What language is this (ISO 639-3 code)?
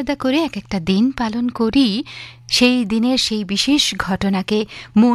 ben